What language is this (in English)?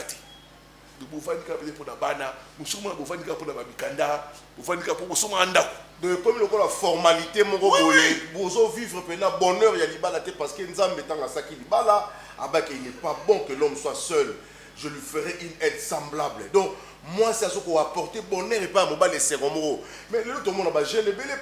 Lingala